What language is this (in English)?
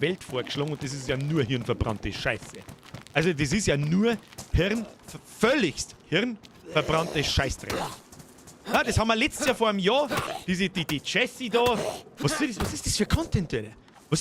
Bavarian